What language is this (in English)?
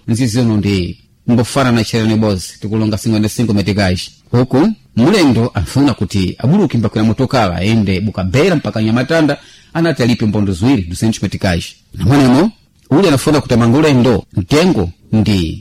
Sena